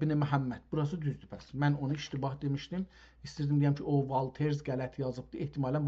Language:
South Azerbaijani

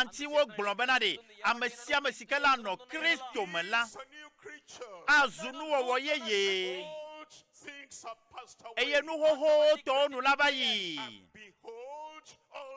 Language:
Ewe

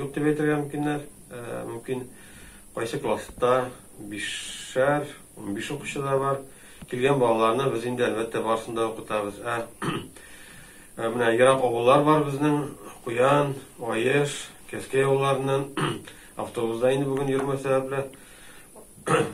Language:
Tatar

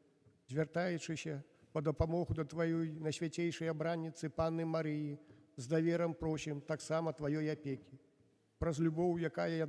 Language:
Belarusian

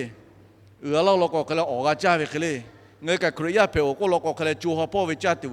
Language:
Lahu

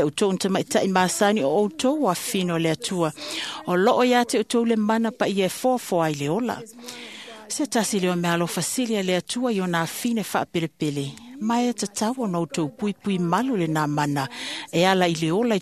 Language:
Samoan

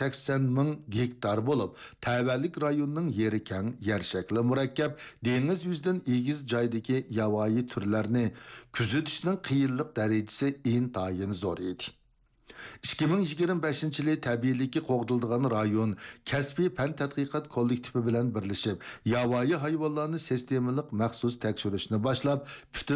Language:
Uyghur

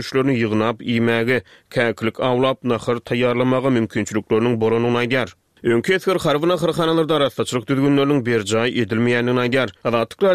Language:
Turkmen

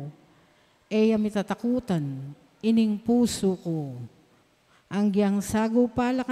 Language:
Pampanga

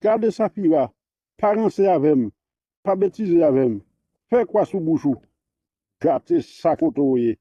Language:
Haitian Creole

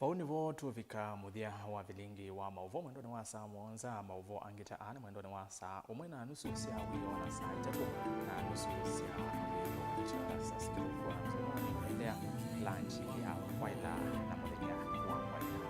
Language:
Kamba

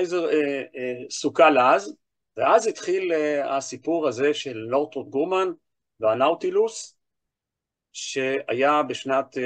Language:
Hebrew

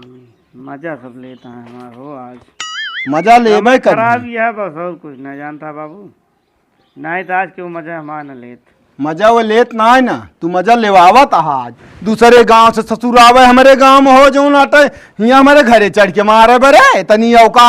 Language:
Awadhi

